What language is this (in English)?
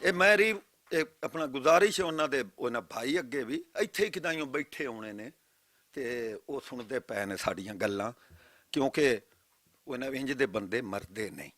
Western Panjabi